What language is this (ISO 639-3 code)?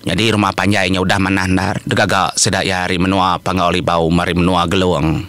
iba